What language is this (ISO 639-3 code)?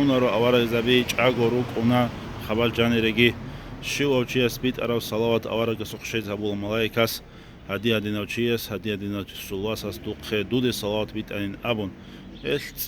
ava